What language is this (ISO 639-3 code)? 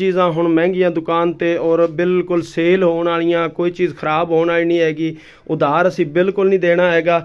pan